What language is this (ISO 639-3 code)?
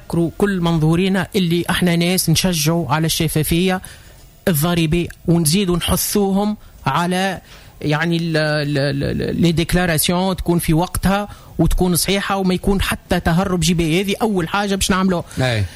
aeb